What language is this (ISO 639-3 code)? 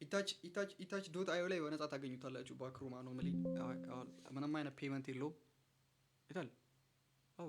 amh